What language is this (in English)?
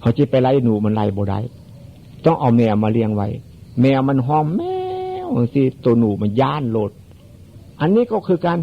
Northeastern Thai